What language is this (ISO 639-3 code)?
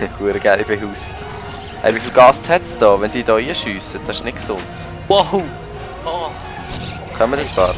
gsw